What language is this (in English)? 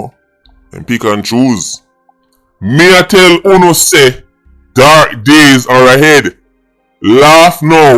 Jamaican Creole English